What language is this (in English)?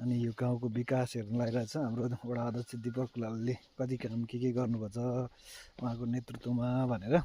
Nepali